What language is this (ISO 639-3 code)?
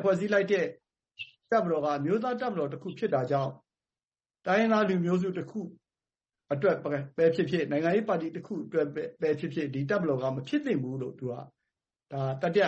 mya